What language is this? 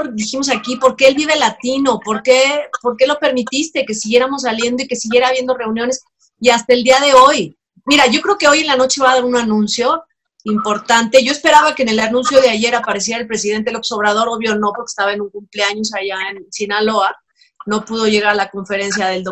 Spanish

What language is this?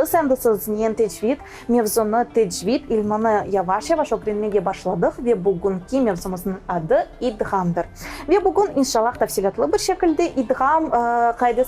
Crimean Tatar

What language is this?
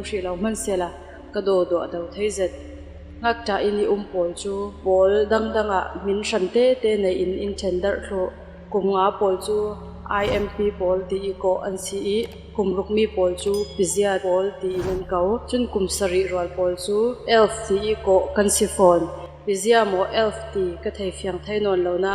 Falam Chin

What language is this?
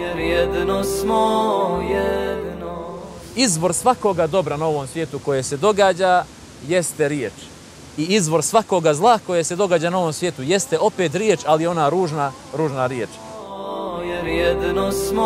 Bosnian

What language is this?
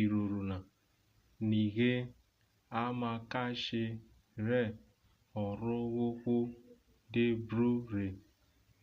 Urhobo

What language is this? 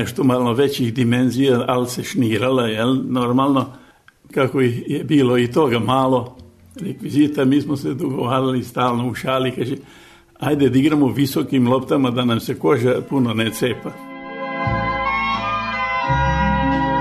Serbian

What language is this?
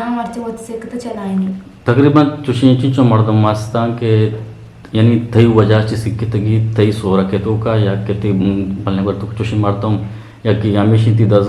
Eastern Balochi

